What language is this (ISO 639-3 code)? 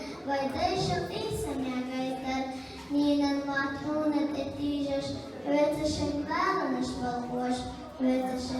che